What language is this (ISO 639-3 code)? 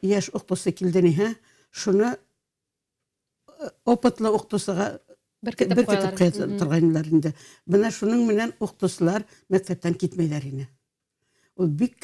bak